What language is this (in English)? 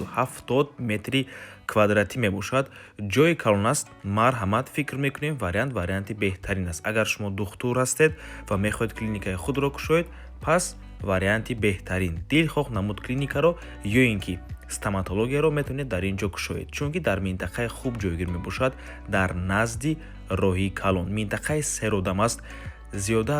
Tajik